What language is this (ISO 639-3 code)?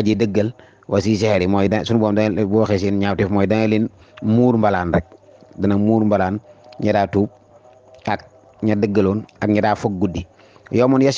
wol